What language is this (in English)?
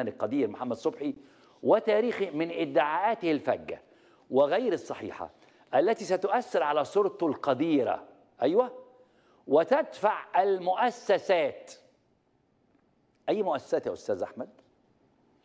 Egyptian Arabic